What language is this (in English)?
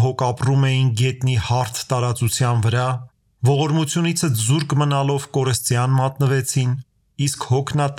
Armenian